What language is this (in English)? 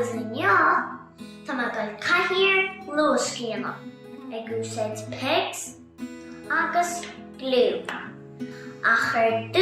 Irish